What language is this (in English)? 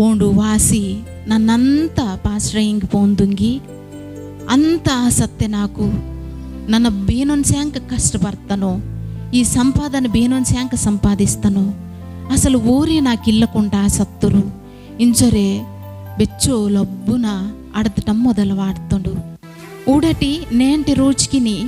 Koya